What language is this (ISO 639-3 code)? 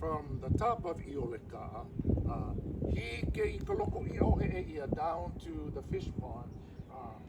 haw